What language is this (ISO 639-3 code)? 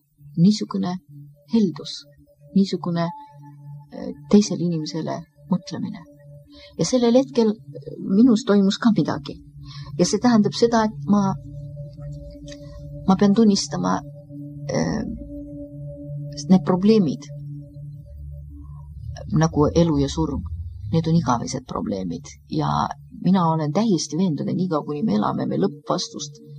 est